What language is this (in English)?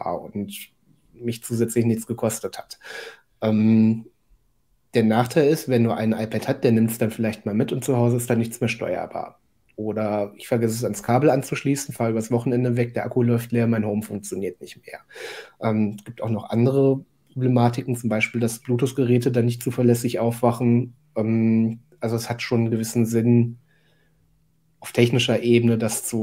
German